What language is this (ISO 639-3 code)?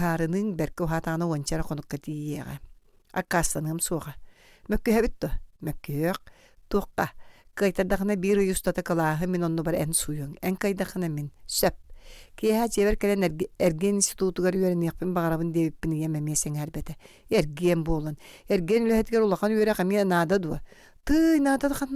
sah